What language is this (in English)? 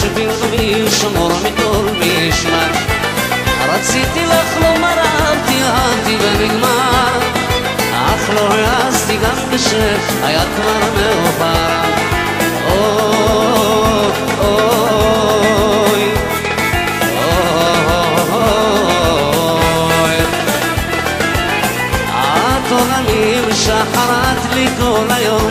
Hebrew